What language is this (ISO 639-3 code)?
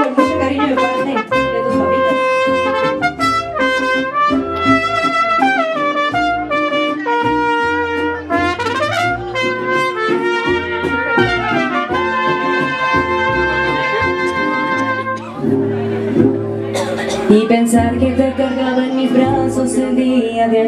spa